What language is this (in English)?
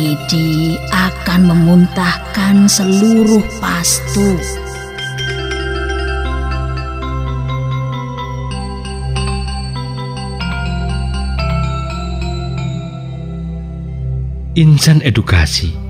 Indonesian